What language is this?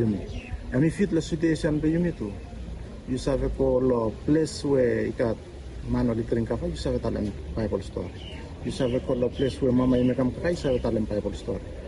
Bislama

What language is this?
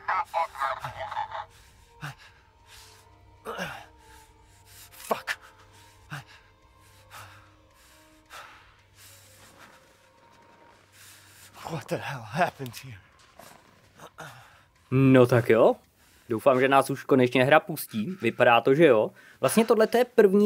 Czech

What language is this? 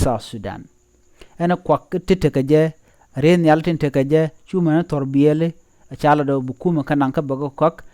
Nuer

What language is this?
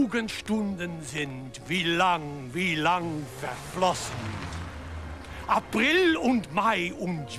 Dutch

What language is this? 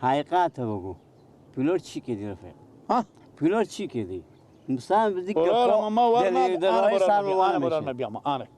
Persian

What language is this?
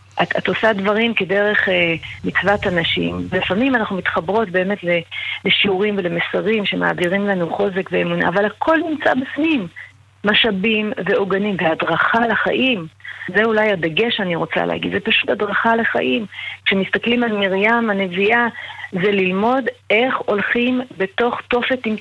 Hebrew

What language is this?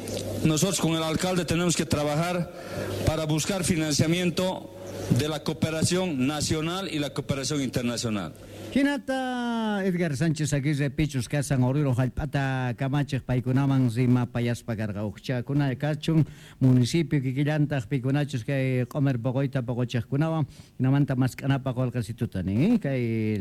South Bolivian Quechua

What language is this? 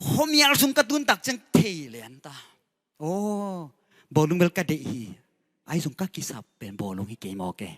Tedim Chin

